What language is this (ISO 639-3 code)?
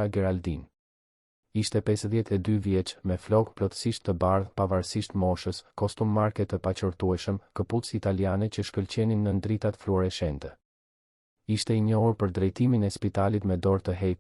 sqi